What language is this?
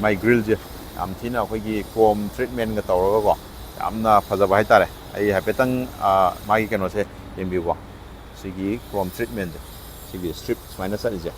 Manipuri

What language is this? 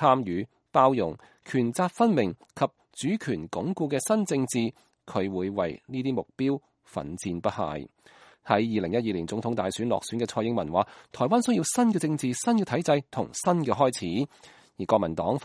Cantonese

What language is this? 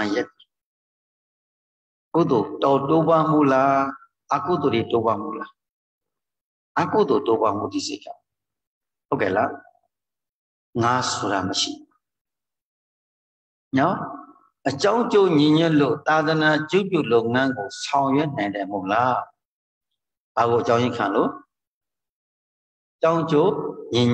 Burmese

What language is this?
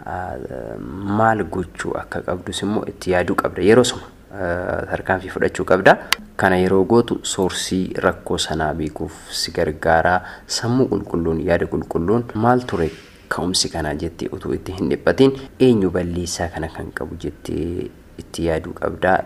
Oromo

